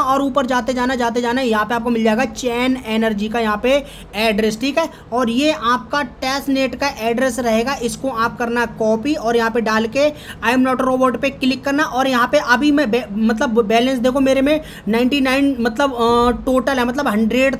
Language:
Hindi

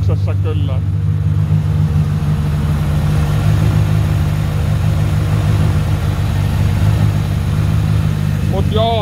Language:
Finnish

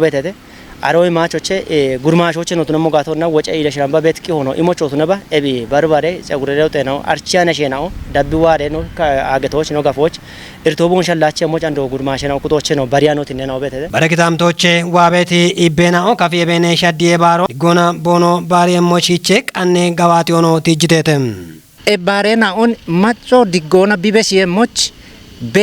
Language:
Kafa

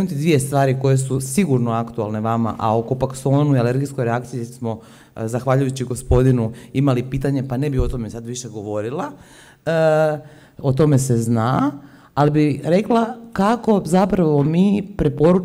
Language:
Croatian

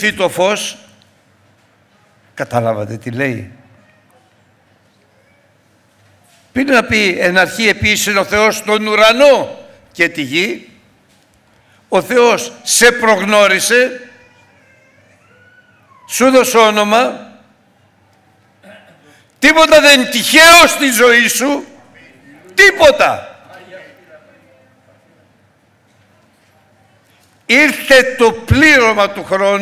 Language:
Greek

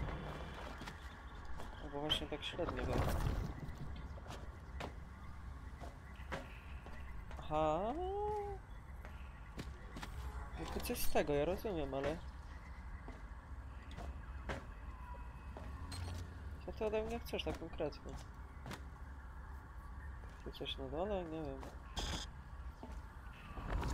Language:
Polish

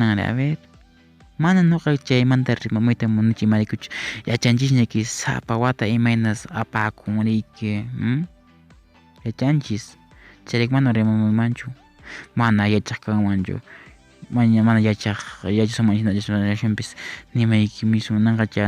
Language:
Quechua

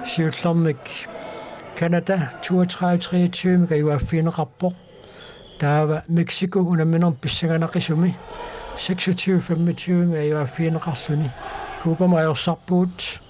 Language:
Kalaallisut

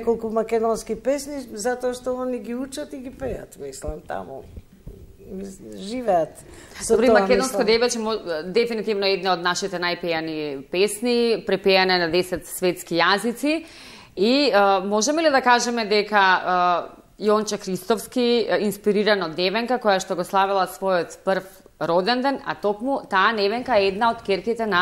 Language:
Macedonian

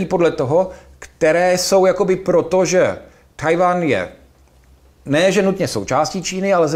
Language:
Czech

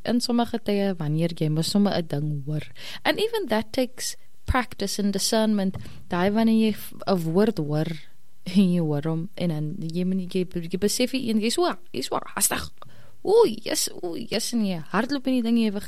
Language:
Afrikaans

